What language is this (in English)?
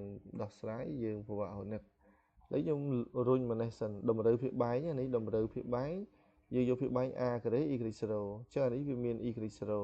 Khmer